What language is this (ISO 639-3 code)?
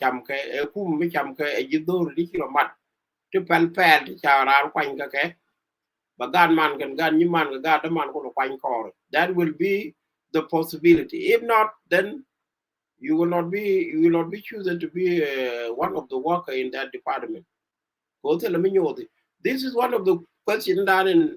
nus